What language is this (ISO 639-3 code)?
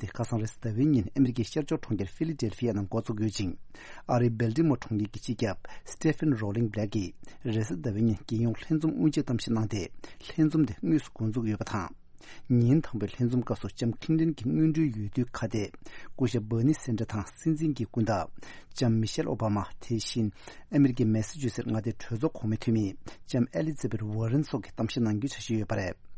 bod